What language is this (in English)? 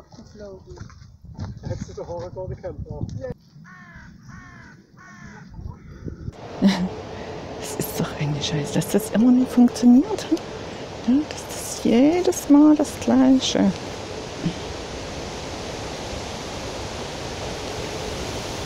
German